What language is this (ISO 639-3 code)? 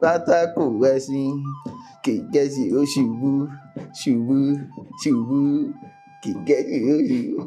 yor